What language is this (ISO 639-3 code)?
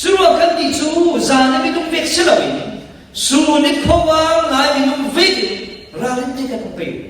cfm